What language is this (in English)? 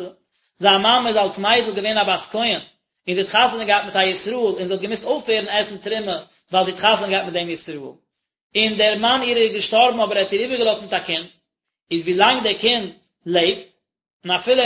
Yiddish